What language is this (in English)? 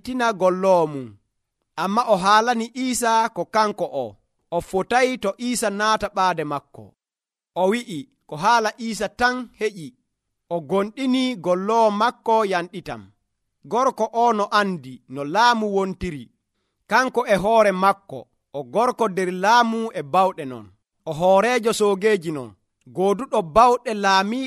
Nigerian Fulfulde